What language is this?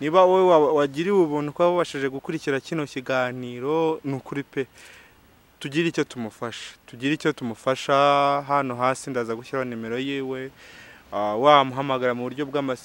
Kinyarwanda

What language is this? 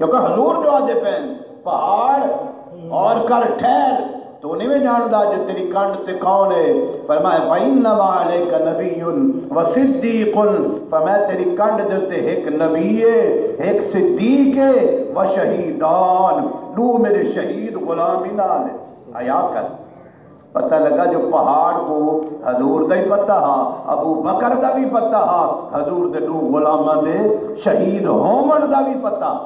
Saraiki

